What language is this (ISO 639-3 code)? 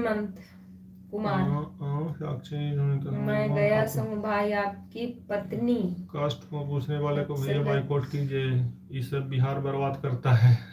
mag